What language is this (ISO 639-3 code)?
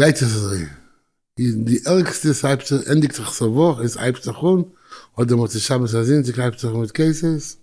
yid